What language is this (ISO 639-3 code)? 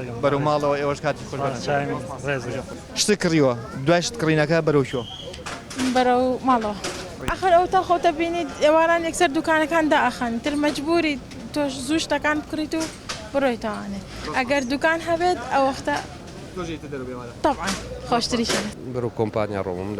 ckb